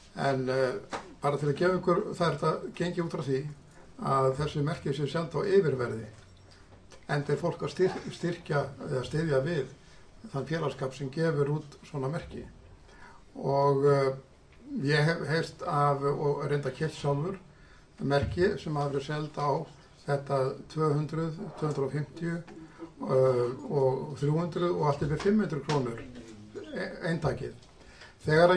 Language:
Icelandic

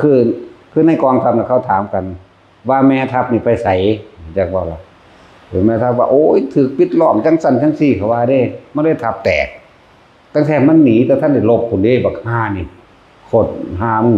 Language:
Northeastern Thai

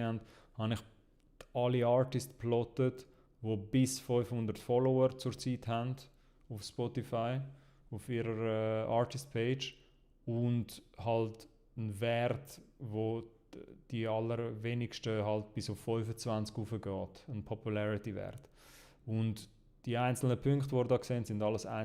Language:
Swiss German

